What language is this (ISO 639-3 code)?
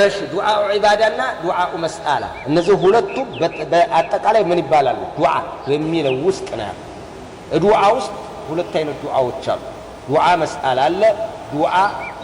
amh